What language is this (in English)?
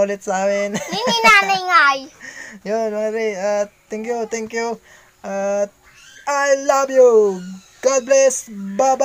Iloko